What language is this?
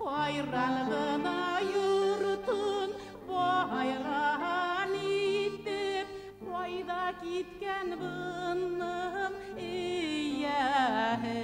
Bashkir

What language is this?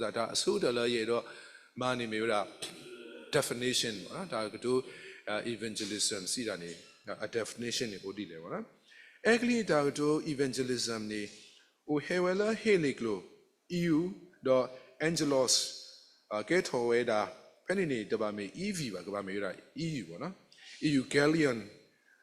S'gaw Karen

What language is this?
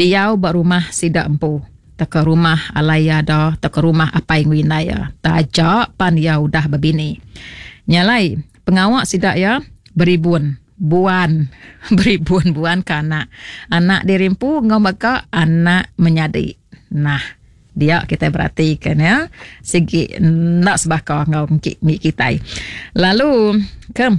Iban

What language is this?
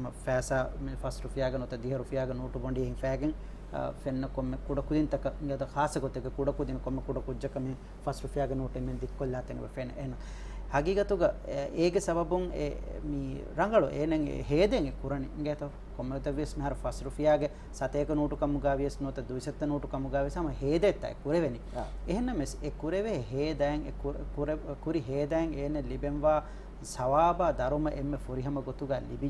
Divehi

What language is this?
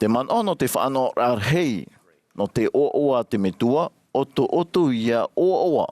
Tahitian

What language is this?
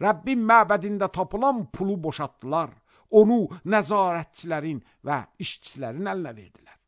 Azerbaijani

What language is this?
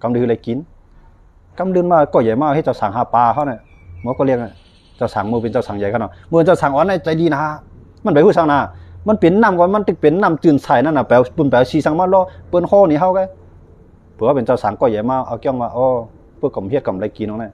Shan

